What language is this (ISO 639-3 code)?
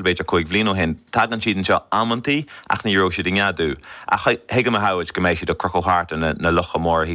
gle